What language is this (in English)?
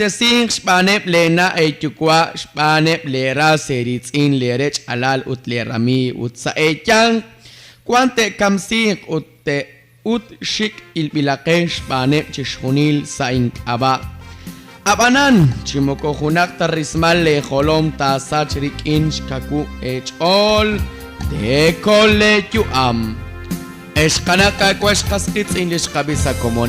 Kekchí